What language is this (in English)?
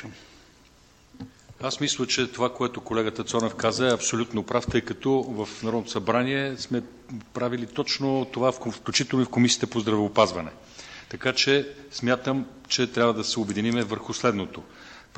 Bulgarian